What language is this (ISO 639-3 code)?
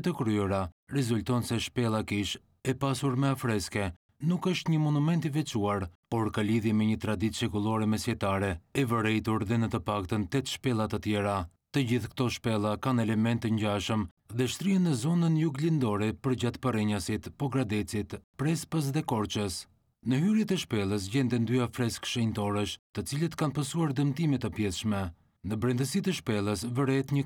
sqi